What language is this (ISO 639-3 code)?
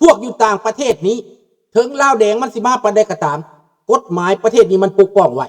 lao